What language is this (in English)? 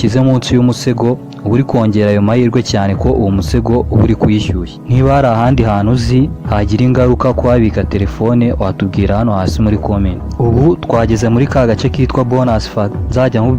Kinyarwanda